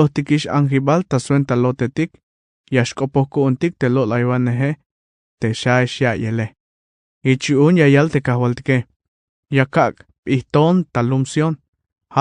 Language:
Tzeltal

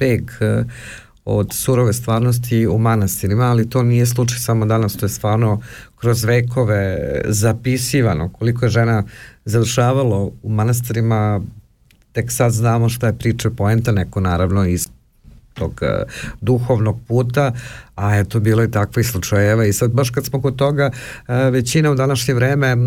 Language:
Serbian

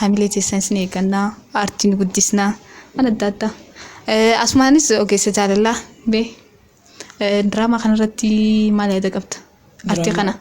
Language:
Oromo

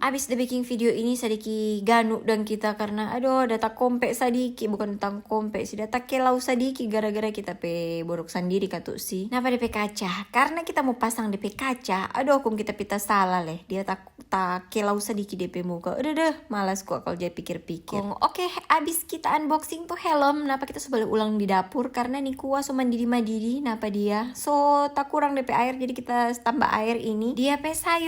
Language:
Manado Malay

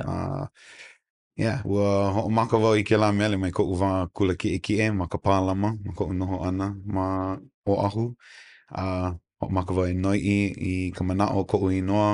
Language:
Hawaiian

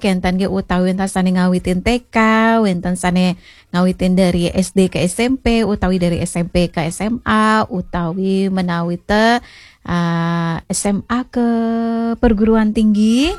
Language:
Balinese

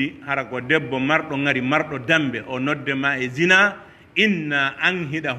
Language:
Pular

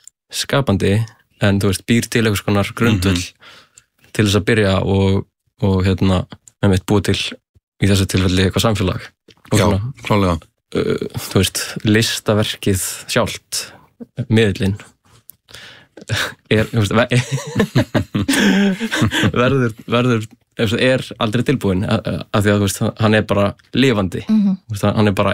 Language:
Icelandic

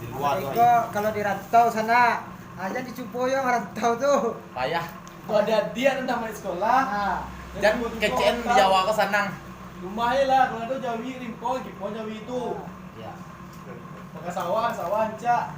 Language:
Minangkabau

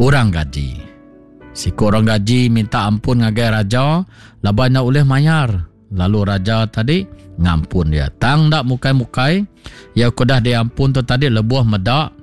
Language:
Iban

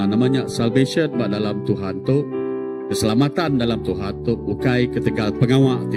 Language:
Iban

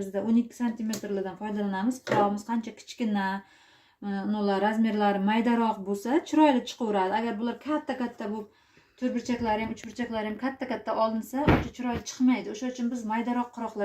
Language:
Uzbek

